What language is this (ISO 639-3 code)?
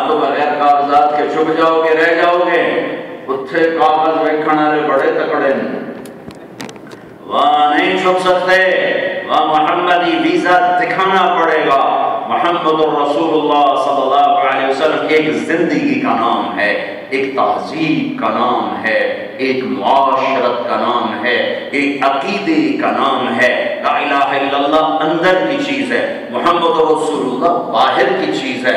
urd